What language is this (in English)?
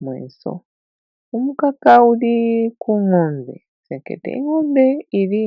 Bemba